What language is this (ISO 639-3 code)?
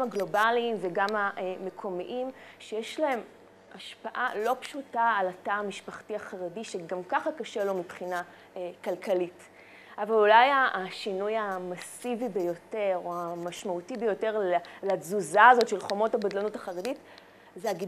heb